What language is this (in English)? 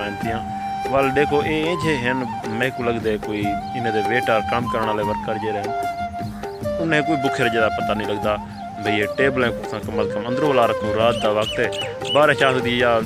Saraiki